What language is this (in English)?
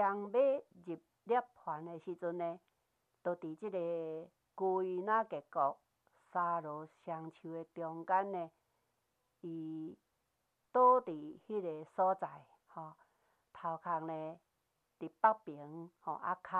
Min Nan Chinese